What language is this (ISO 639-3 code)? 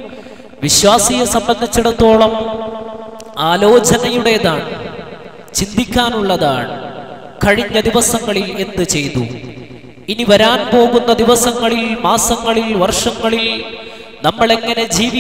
mal